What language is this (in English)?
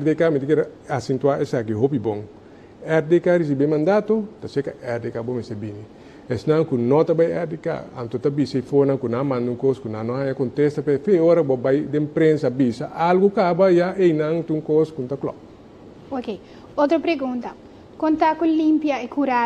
Papiamento